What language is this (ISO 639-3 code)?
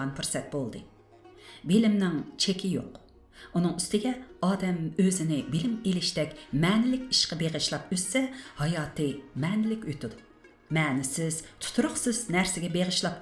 uig